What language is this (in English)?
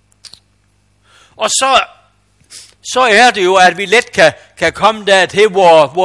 Danish